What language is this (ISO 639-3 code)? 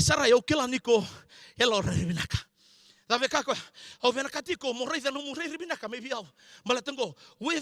fij